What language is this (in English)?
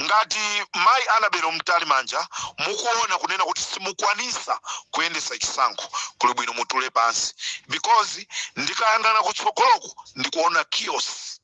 Nyanja